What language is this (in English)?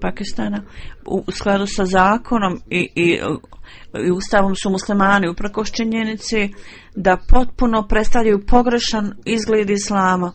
Bosnian